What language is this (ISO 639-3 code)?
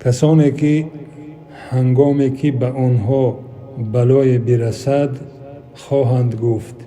tgk